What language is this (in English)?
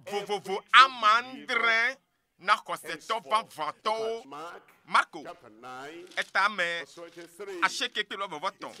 Ewe